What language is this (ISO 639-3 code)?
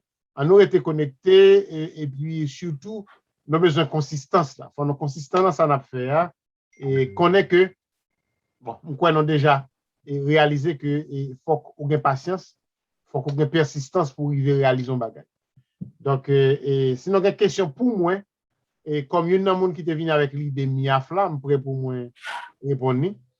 hat